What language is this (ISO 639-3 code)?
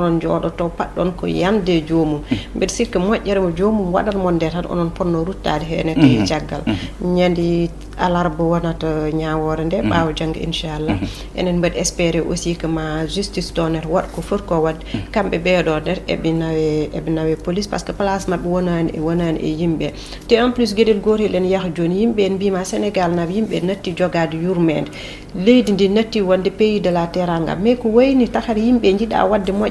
ful